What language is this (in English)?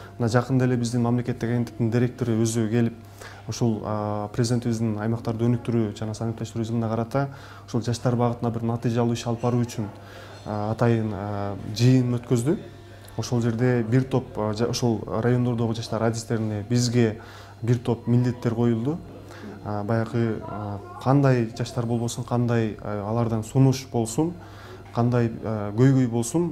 Kyrgyz